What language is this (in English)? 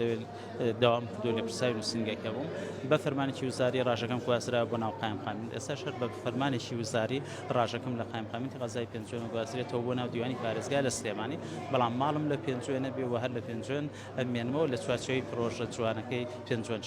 Central Kurdish